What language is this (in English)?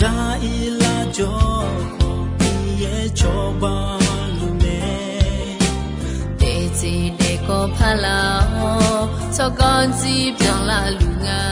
Akha